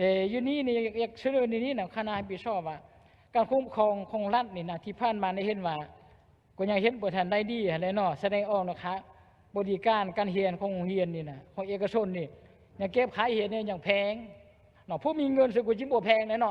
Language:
Lao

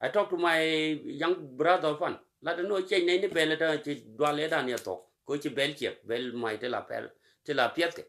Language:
Nuer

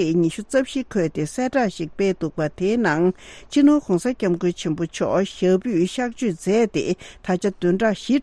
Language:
Tibetan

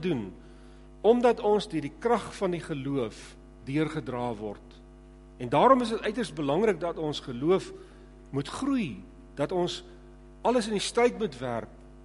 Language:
Afrikaans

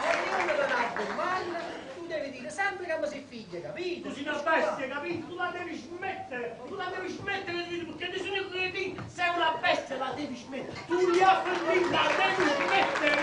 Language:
Neapolitan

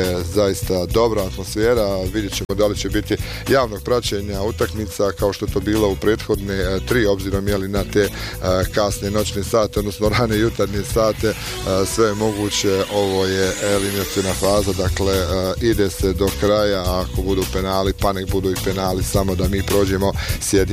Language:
Bosnian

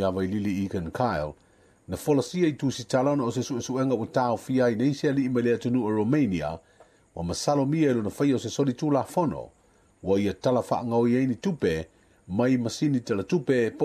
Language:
Samoan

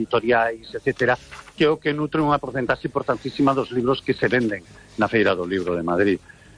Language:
Galician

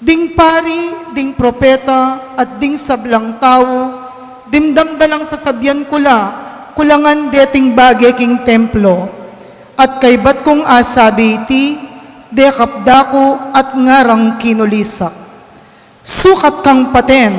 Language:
Pampanga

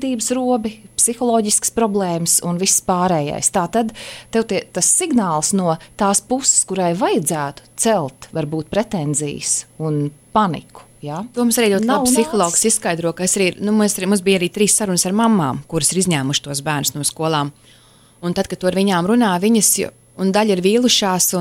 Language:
Latvian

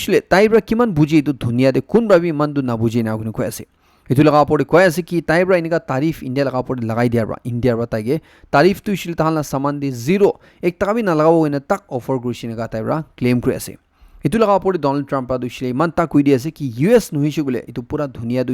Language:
Naga Pidgin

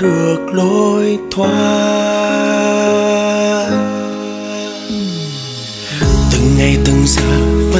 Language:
Vietnamese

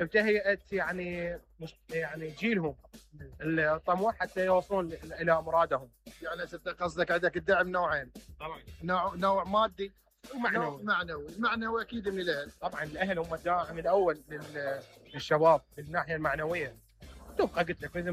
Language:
Mesopotamian Arabic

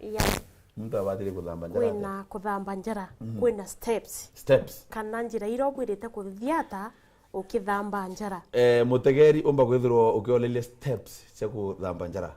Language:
Meru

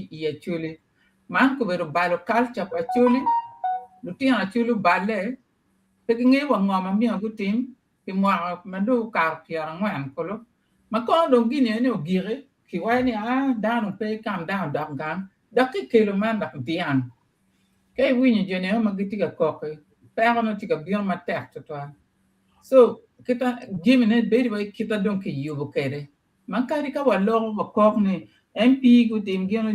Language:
Acoli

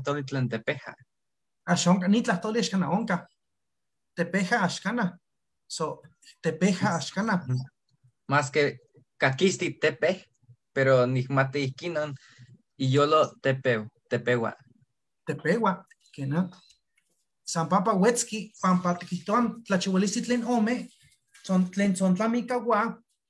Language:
Eastern Huasteca Nahuatl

